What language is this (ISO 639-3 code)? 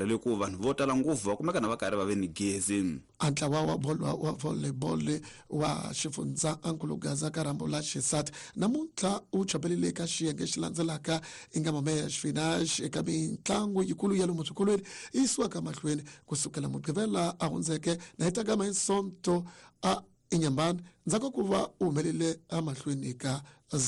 tso